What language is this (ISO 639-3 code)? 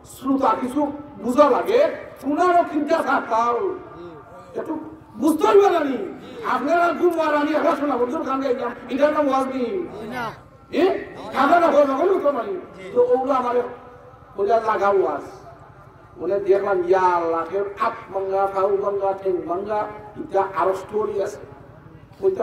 syl